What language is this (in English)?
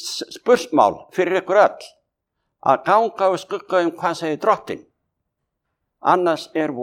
Icelandic